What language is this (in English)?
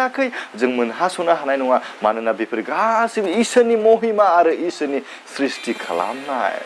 Bodo